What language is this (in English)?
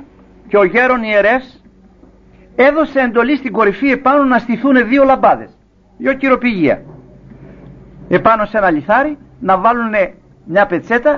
Greek